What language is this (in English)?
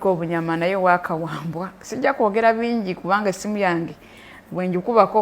Ganda